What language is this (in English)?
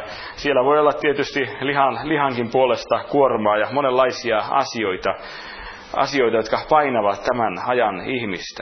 Finnish